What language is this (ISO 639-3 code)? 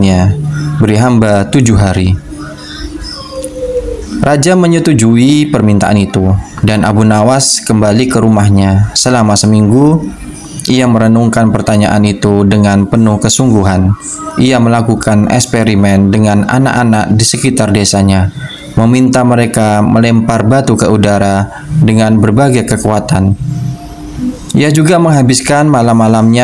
ind